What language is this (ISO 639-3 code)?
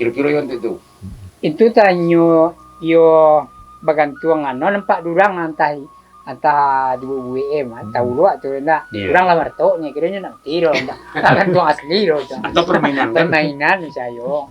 min